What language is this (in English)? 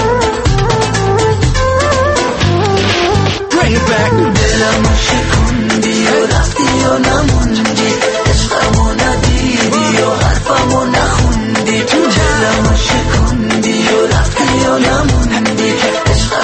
Persian